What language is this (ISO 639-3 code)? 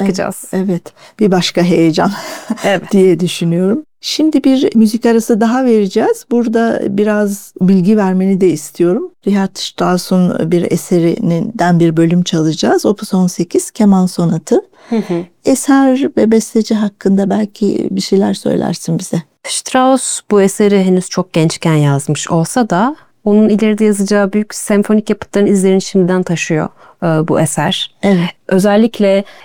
tur